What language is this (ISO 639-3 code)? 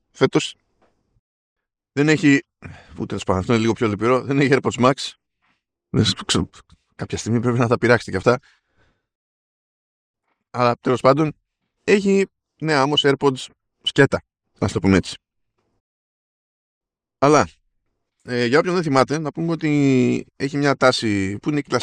ell